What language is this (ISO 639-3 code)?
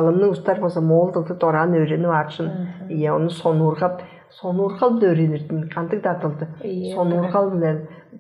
tyv